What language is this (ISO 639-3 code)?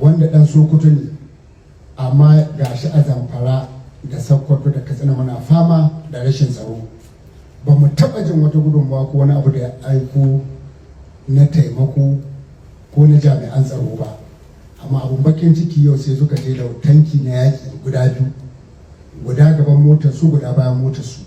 hau